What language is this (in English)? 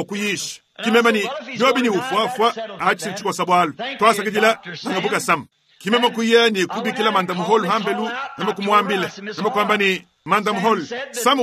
Luba-Lulua